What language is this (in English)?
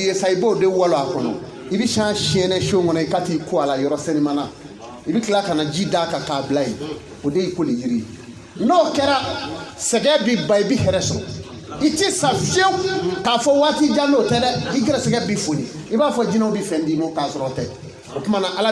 Bambara